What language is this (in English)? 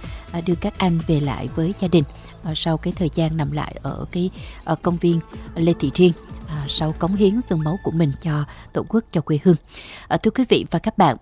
Vietnamese